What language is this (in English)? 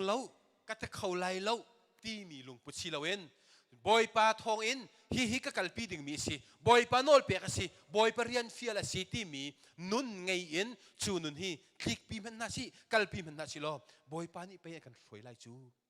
Hakha Chin